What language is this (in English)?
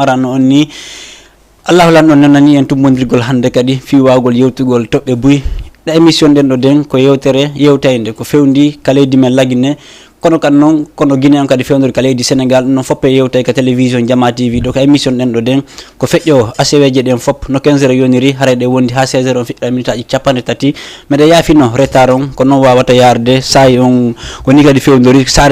Fula